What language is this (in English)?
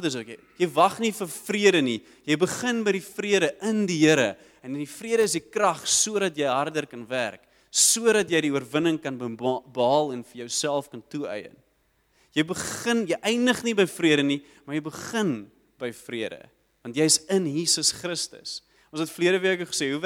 Afrikaans